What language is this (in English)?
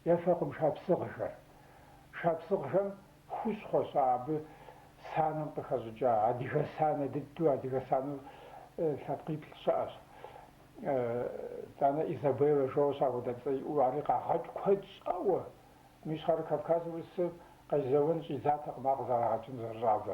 Kabardian